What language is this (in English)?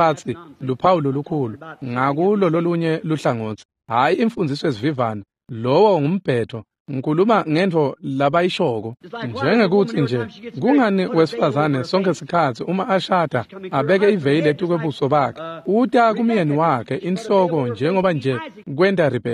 Swati